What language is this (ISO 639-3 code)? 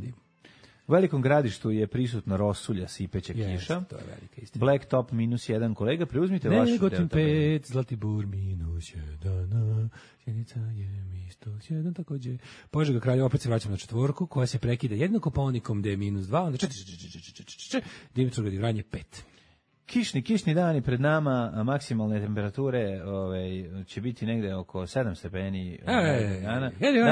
srp